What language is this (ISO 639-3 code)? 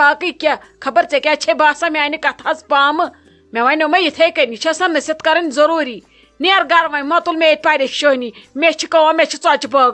kas